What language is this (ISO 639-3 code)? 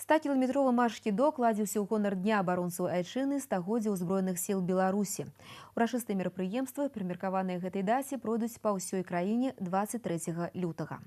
bel